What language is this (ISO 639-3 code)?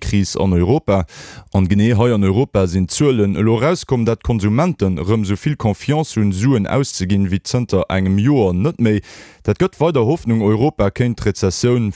ltz